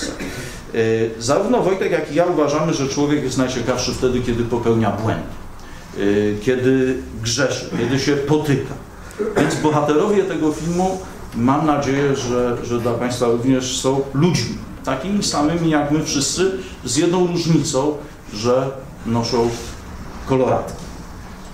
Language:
Polish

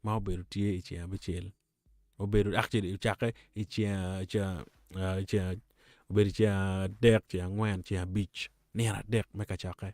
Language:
Acoli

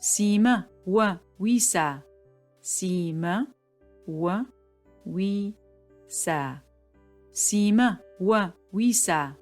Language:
Adyghe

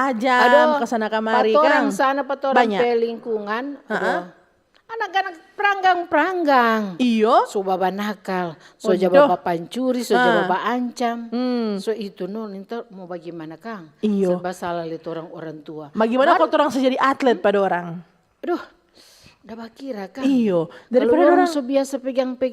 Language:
Manado Malay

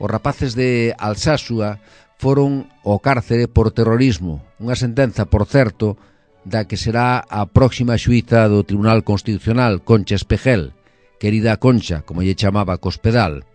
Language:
Galician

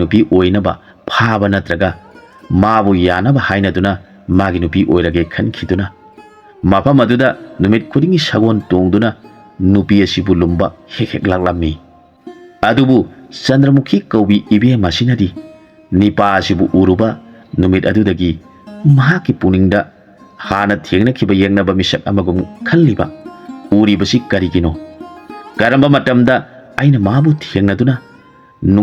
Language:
Manipuri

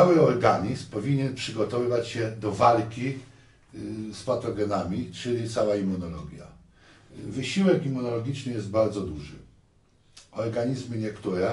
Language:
Polish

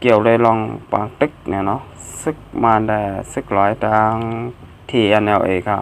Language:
Shan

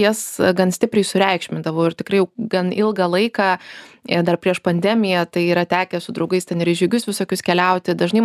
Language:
Lithuanian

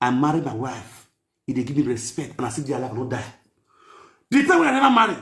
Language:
Nigerian Pidgin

